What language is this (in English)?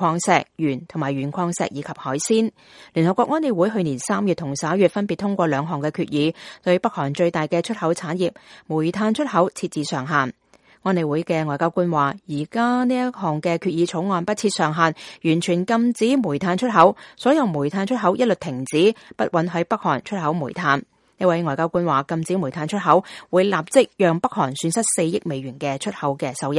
Cantonese